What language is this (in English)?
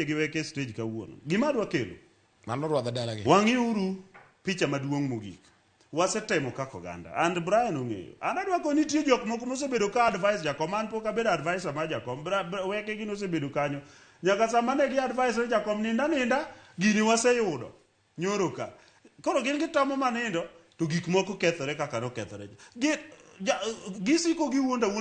Luo (Kenya and Tanzania)